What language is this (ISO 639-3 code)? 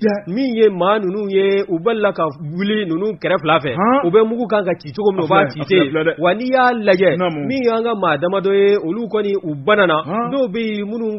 bam